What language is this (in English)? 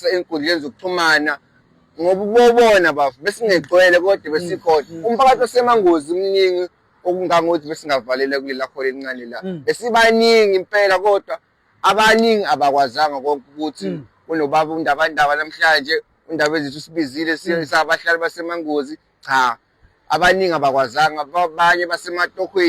Zulu